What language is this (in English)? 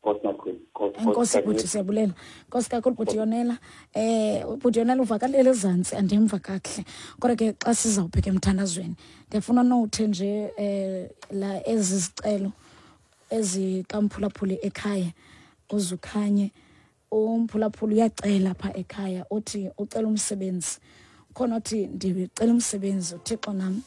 Xhosa